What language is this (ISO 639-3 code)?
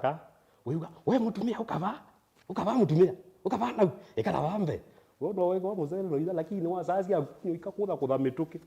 kam